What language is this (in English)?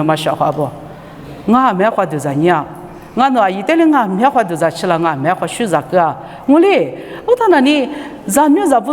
Lisu